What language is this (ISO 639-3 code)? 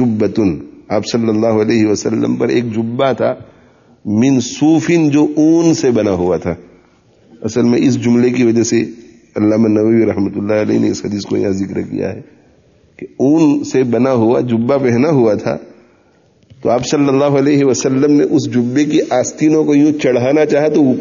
urd